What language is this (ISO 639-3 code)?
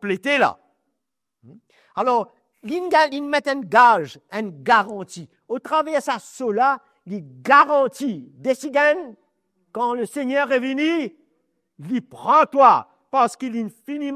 mfe